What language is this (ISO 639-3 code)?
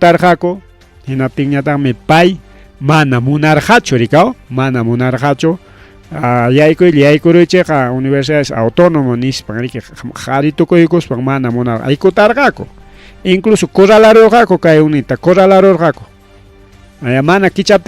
quy